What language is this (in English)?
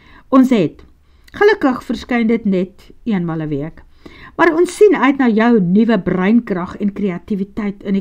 Afrikaans